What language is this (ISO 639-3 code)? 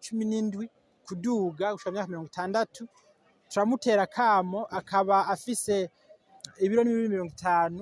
run